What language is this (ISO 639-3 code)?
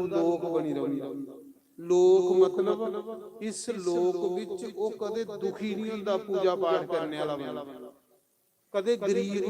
doi